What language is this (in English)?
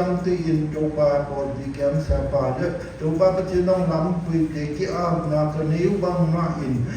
Siyin Chin